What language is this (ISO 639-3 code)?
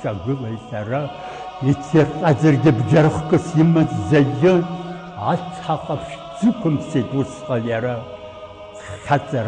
abk